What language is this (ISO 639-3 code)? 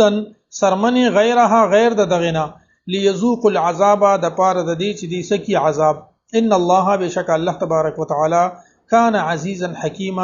pus